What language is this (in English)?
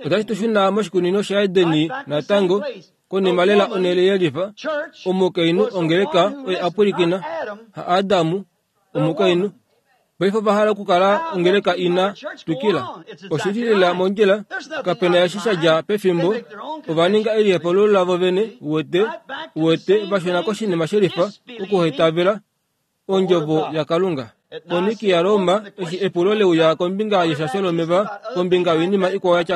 Kuanyama